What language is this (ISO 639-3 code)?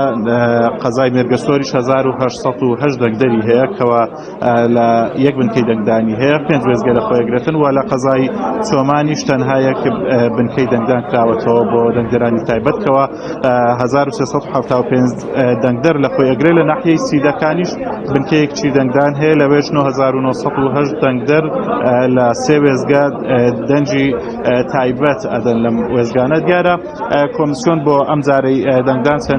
ckb